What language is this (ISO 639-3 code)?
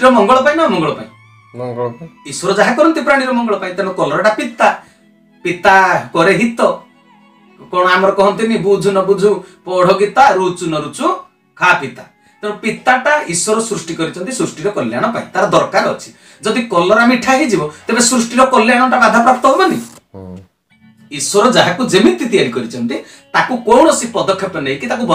ori